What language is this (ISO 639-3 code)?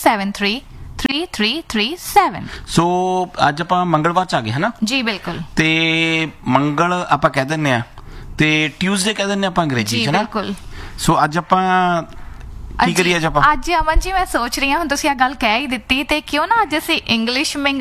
pan